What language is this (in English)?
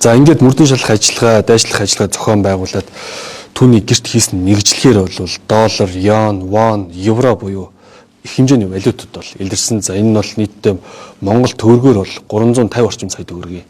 Mongolian